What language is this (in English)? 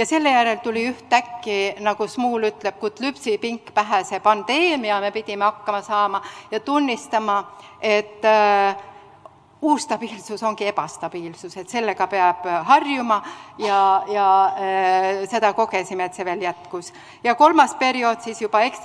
Estonian